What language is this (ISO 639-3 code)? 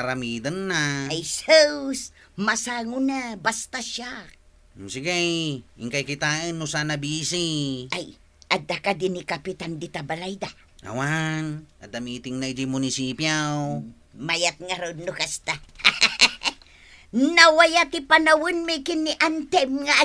ilo